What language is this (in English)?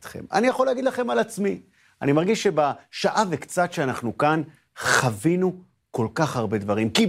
Hebrew